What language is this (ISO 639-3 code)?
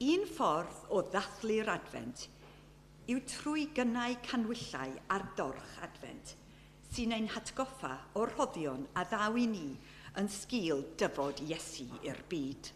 cym